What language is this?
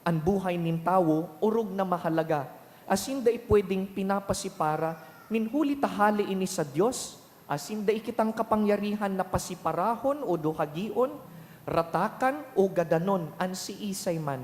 Bikol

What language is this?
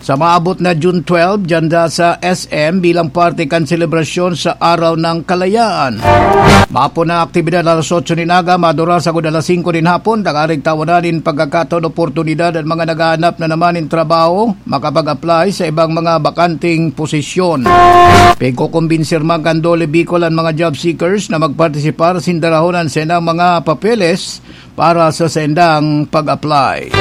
Bikol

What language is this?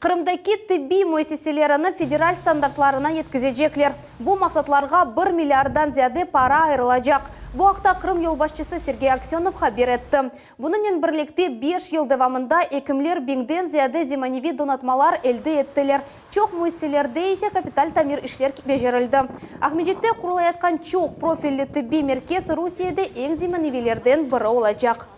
Crimean Tatar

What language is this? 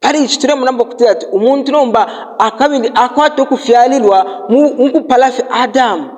Bemba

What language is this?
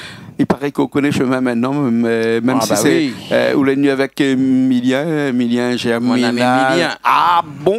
Réunion Creole French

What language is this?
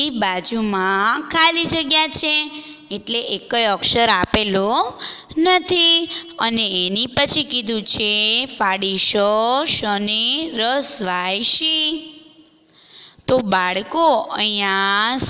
Gujarati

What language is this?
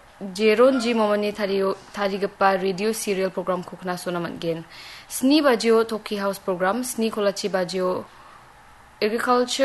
Garo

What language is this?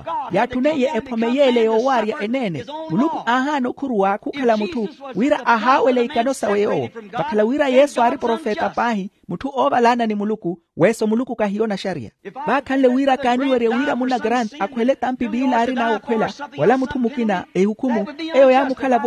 Makhuwa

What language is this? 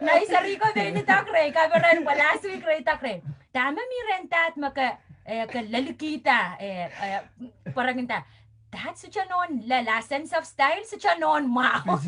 Pohnpeian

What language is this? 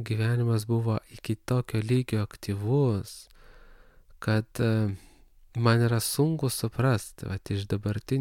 Lithuanian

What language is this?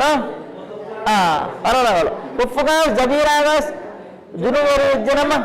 Divehi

